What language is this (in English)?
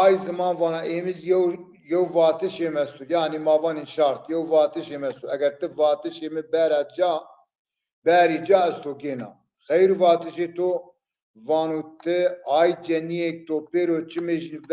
Zaza